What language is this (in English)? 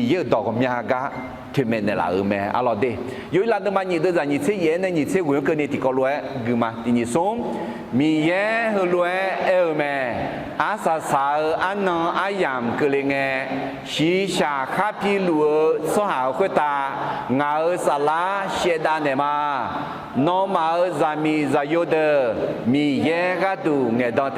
Akha